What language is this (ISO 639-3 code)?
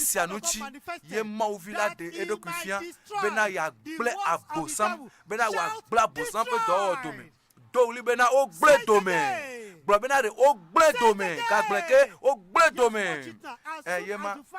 ewe